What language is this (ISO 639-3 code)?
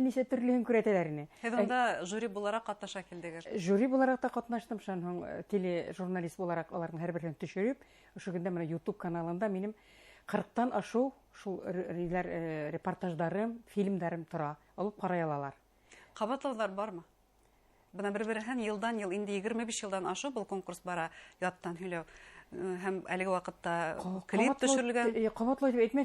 bak